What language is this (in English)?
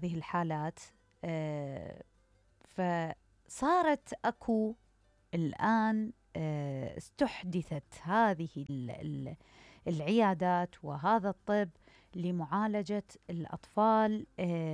Mesopotamian Arabic